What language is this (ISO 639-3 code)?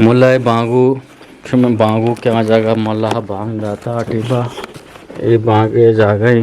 bgp